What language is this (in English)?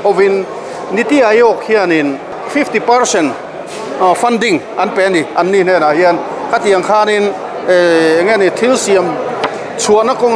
Mizo